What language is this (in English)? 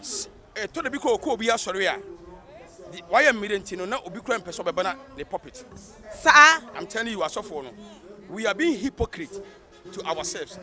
Akan